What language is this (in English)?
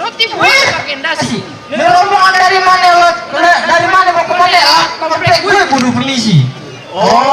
Betawi